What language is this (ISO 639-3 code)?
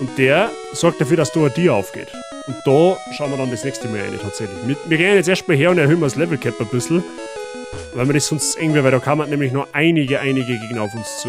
bar